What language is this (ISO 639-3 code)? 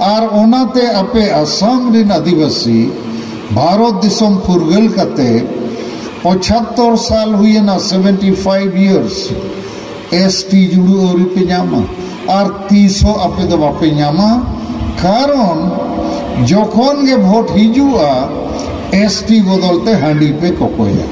sat